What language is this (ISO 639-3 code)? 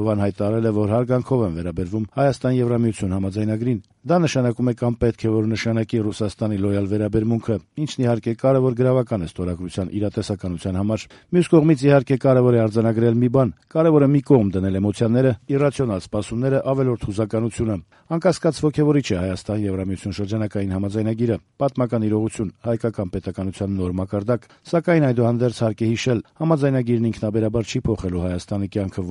hye